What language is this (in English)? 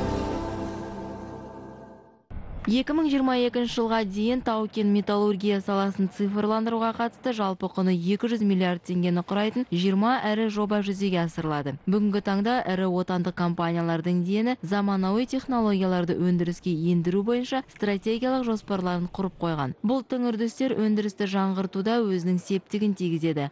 Kazakh